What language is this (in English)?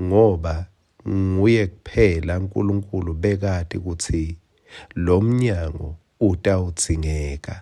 Swati